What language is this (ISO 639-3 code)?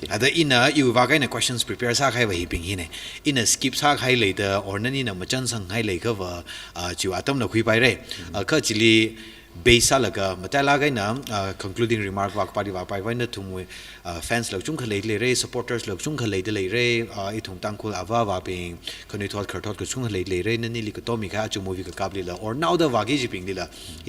nmf